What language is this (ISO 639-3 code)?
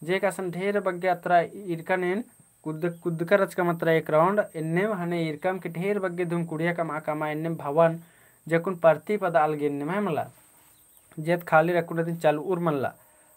kru